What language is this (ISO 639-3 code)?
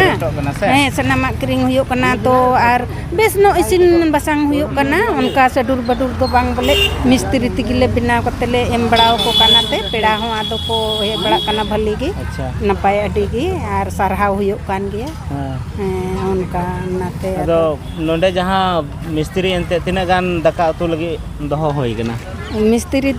sat